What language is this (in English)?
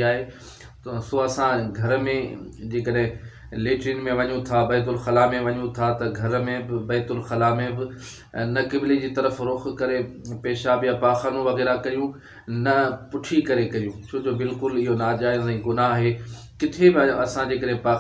Sindhi